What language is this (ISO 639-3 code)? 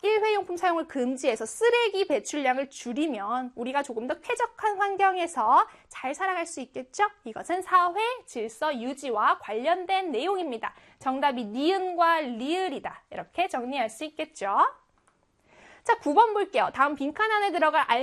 kor